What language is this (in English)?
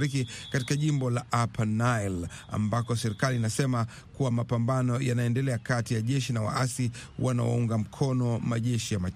Swahili